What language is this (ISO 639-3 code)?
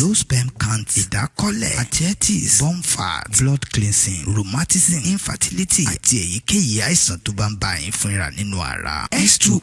yor